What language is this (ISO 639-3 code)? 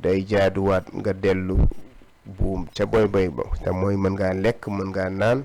wol